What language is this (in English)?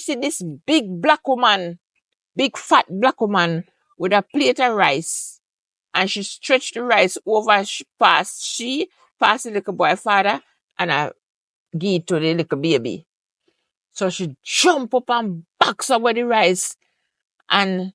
Jamaican Creole English